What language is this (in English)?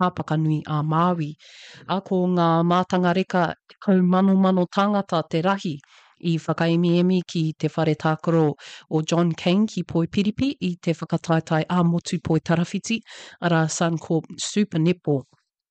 Māori